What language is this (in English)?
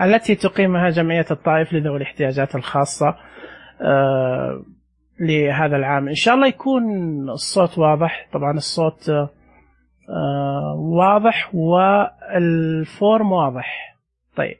Najdi Arabic